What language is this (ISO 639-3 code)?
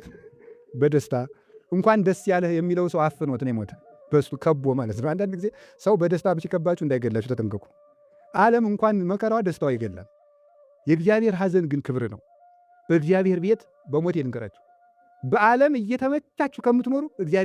amh